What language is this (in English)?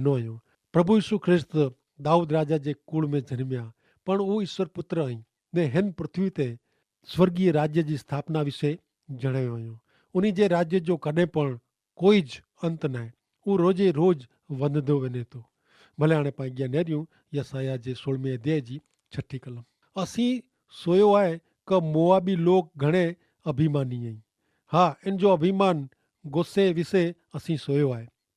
Kachhi